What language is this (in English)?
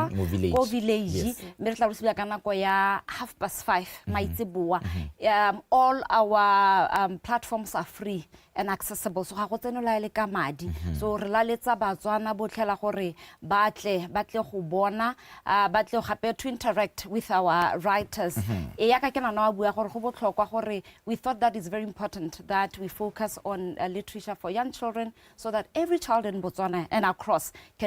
Tswana